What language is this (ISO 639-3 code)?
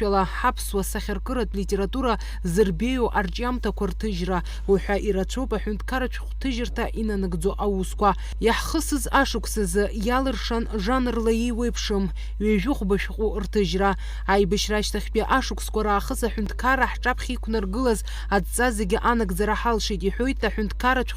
abk